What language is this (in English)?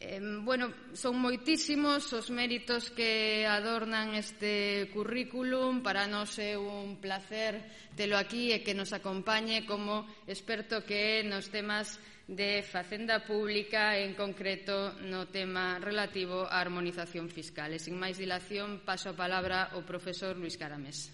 Galician